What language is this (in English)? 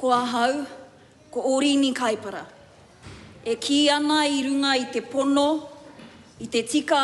Māori